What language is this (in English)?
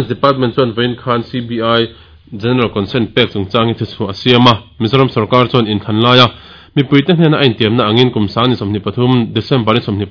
Mizo